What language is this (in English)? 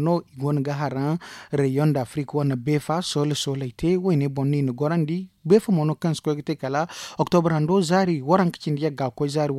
Zarma